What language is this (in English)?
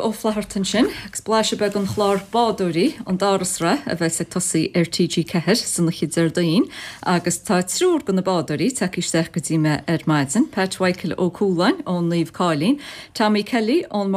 Irish